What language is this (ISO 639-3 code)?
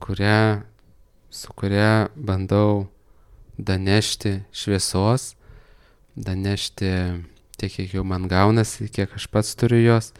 lit